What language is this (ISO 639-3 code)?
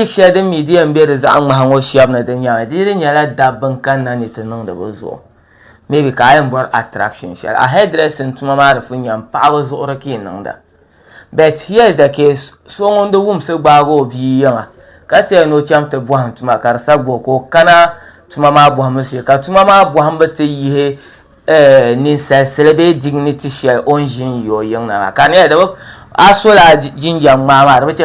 dag